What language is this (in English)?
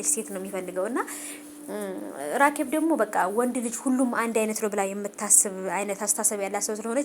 Amharic